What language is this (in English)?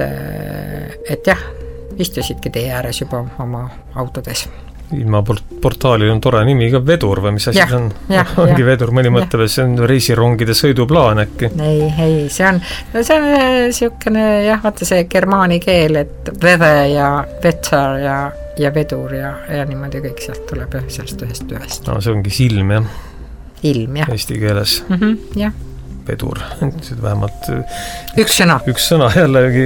Estonian